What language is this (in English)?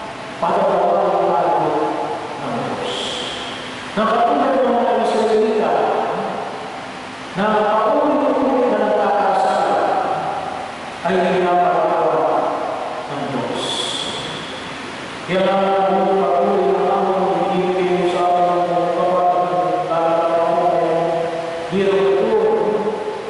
Filipino